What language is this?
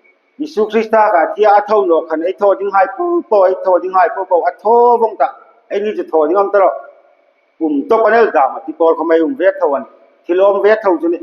Hmar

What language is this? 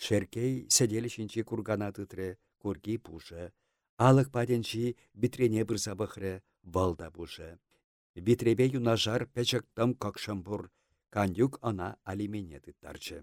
Chuvash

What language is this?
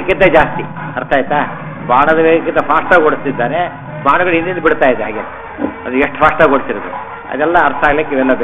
Kannada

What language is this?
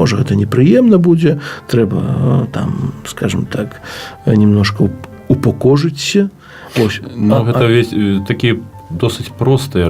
Belarusian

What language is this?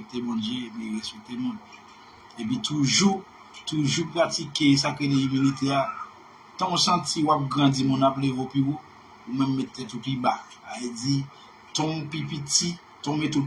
Haitian Creole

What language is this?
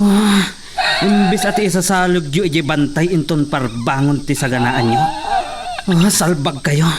Iloko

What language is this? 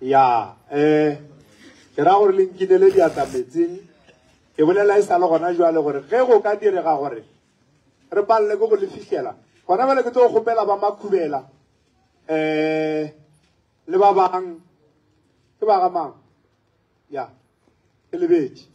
Northern Sotho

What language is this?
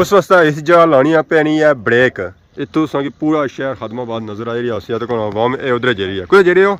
Pahari-Potwari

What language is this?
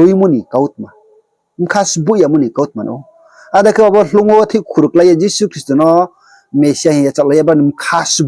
Riang (India)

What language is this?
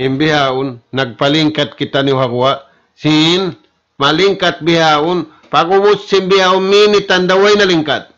Tausug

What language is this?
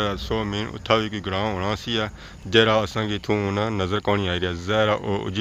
Pahari-Potwari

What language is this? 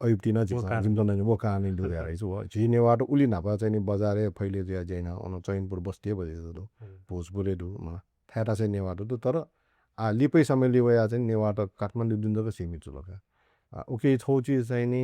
Newari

